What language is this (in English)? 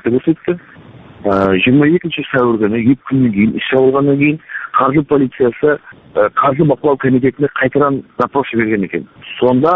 Kazakh